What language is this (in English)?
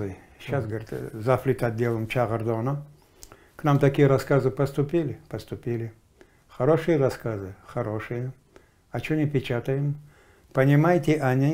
Crimean Tatar